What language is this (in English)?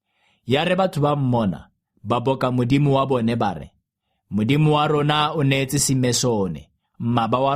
Tswana